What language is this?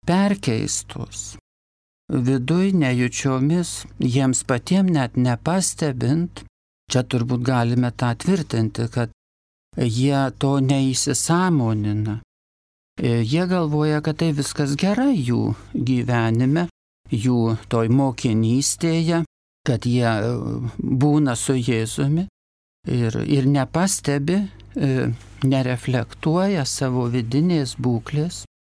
Lithuanian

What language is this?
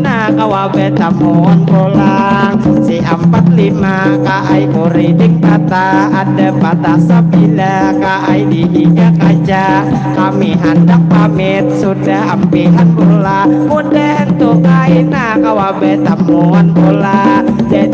Banjar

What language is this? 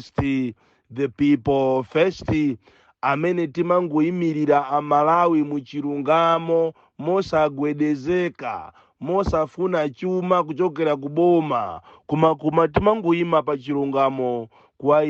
Nyanja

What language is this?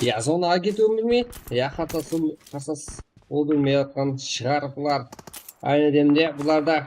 Kara-Kalpak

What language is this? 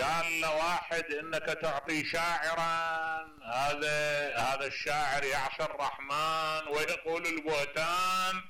Mesopotamian Arabic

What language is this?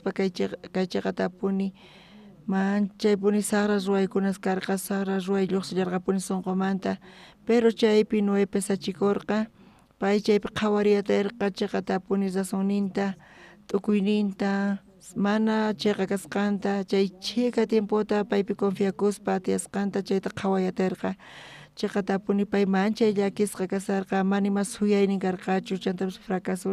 South Bolivian Quechua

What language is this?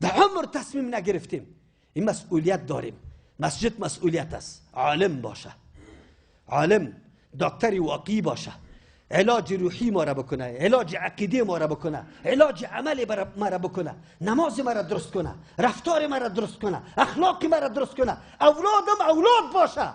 Persian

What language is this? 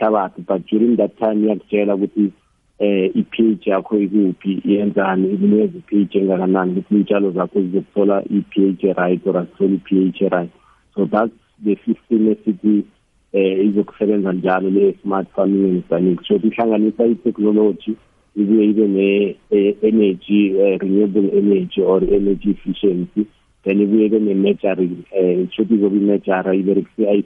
South Ndebele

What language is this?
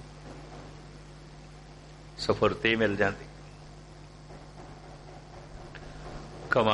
Punjabi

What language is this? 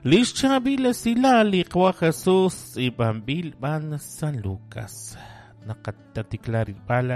Kekchí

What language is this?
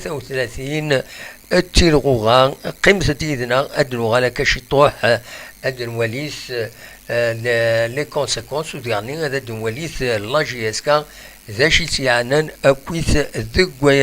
Kabyle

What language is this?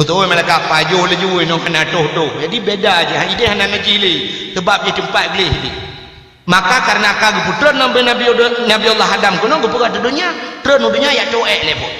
Achinese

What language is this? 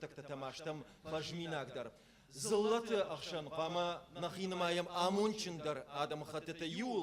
Ossetic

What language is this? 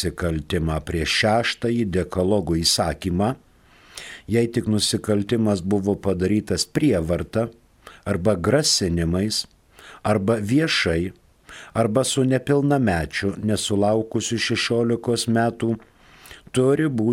Lithuanian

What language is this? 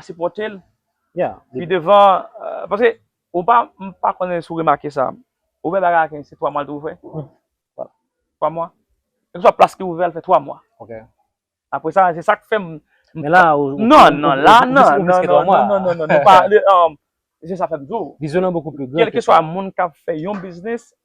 Haitian Creole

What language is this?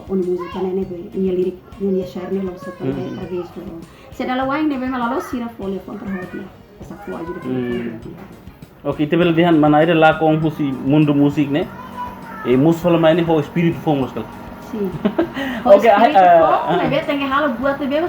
Tetum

